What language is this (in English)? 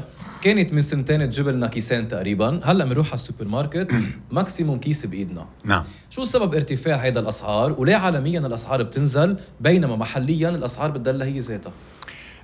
North Levantine Arabic